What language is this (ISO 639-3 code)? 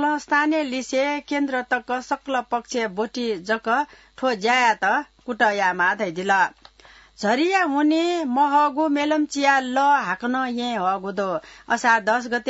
new